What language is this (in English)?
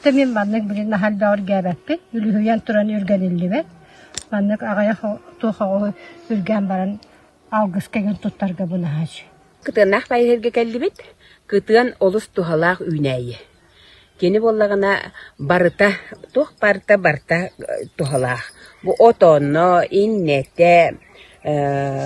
Yakut